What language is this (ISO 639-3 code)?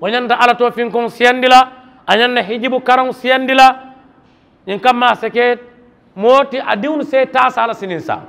man